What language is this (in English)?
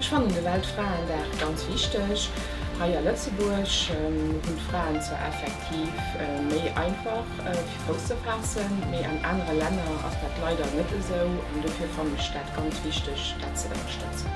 Luxembourgish